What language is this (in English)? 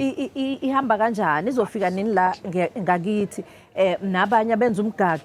Zulu